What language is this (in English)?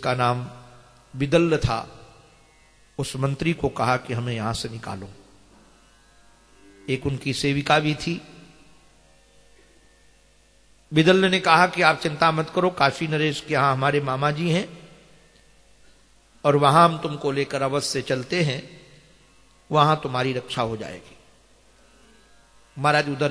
Hindi